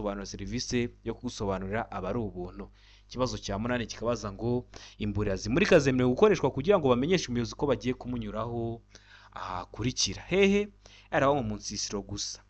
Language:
Kinyarwanda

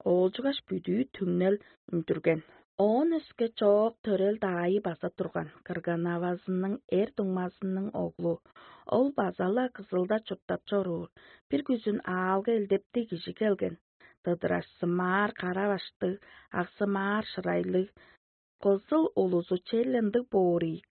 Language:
Tuvinian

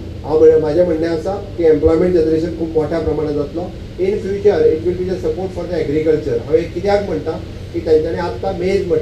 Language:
Konkani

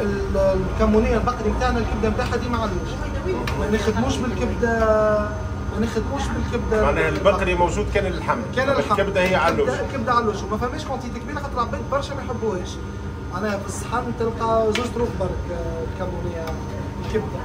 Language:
Tunisian Arabic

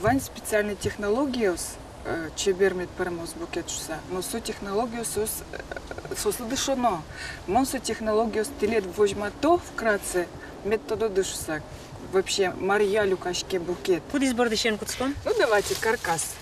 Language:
Udmurt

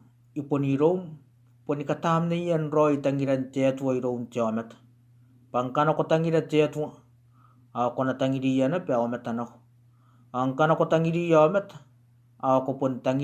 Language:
Gilbertese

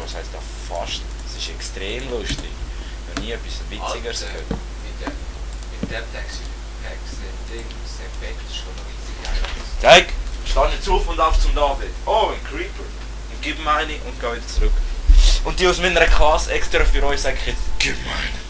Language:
Swiss German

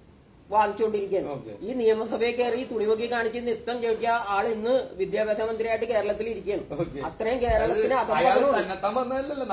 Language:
Malayalam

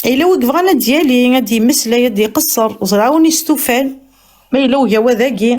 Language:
Kabyle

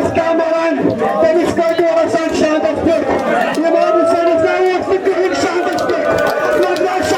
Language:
Kashmiri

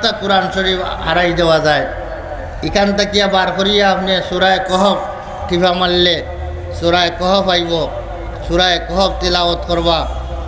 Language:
Sylheti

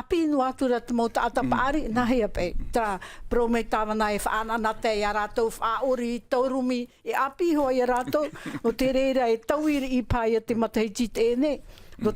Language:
Tahitian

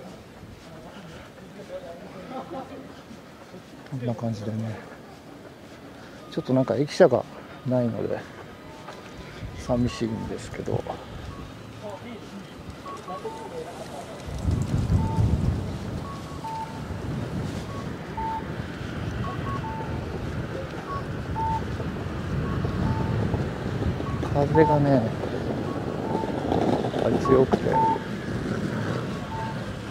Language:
Japanese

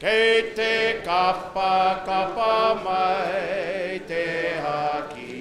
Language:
Māori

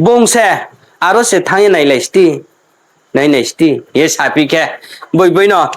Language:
Riang (India)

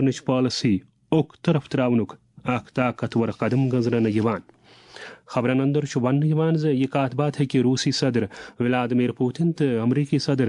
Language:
Kashmiri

